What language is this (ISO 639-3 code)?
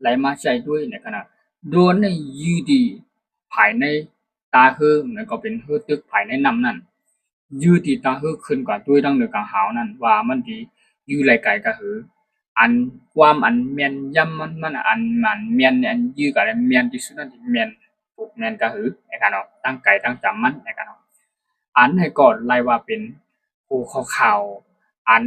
shn